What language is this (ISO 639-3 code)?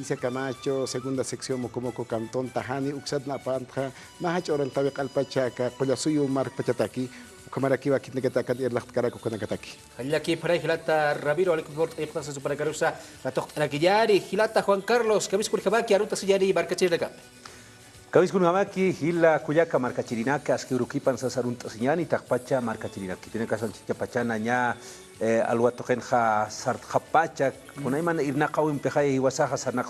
aym